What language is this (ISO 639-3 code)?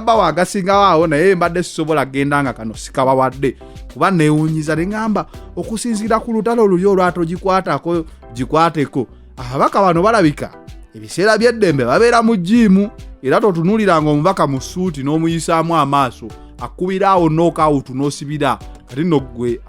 lug